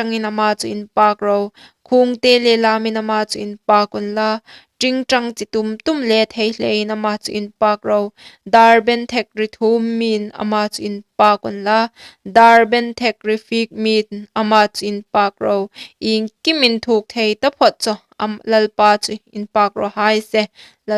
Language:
Hmar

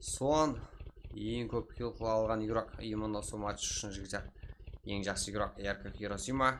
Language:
Kara-Kalpak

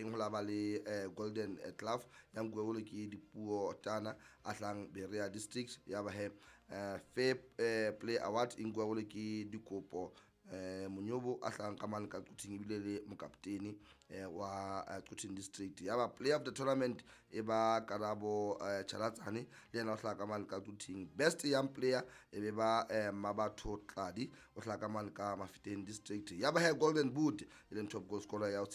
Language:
Southern Sotho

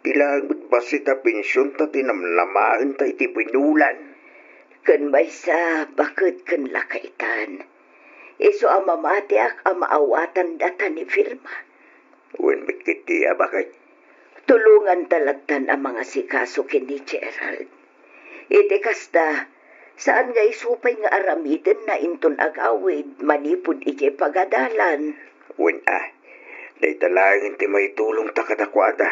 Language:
Iloko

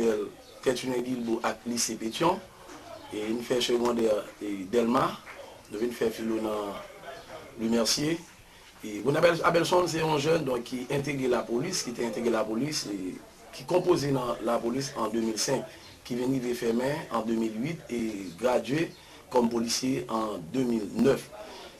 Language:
Haitian Creole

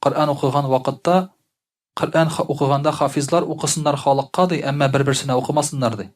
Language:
Tatar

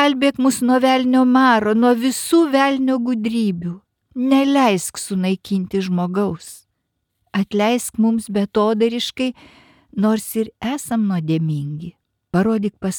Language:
Lithuanian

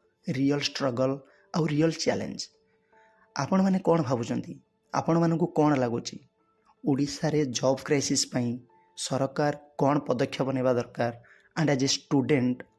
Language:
Odia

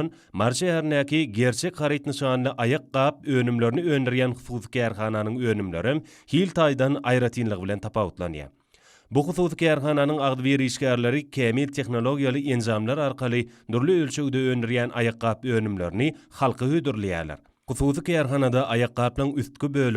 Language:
Turkmen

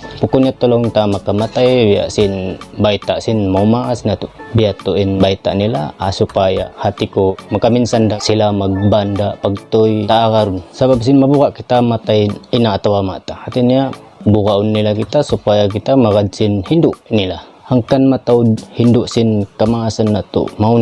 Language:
Tausug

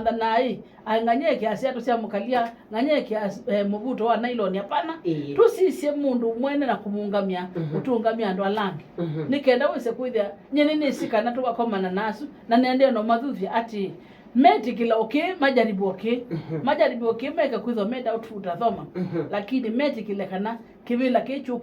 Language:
Kamba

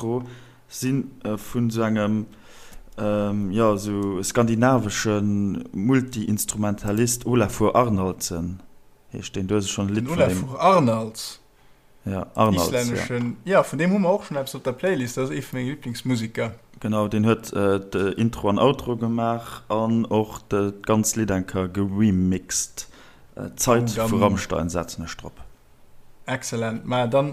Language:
Luxembourgish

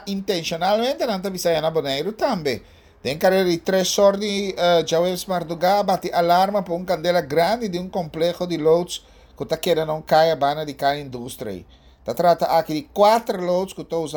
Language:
Papiamento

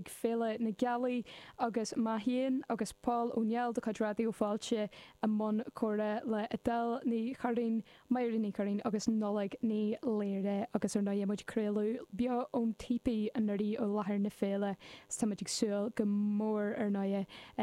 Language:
Irish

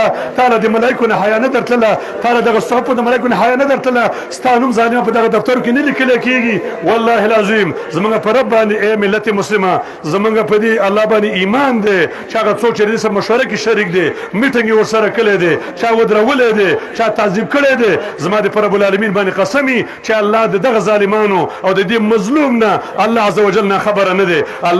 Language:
Pashto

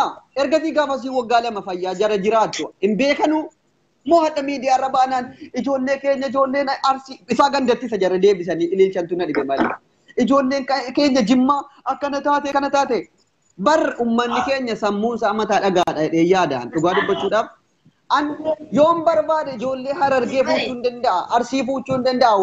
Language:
Oromo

